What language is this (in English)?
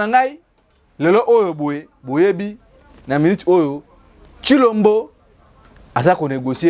Lingala